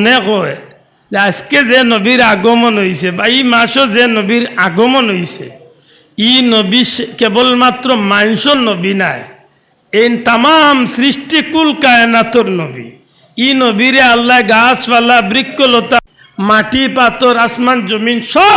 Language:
Sylheti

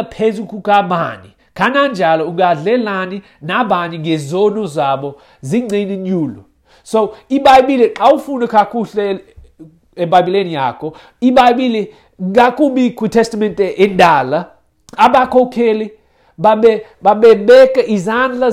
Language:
Xhosa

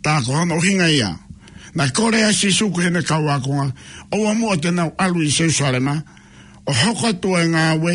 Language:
Tongan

